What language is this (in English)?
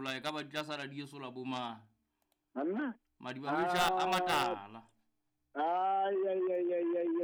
Southern Sotho